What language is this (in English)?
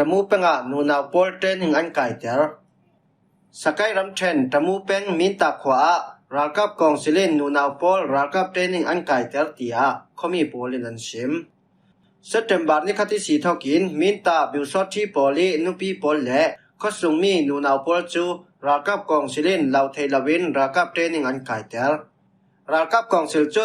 Falam Chin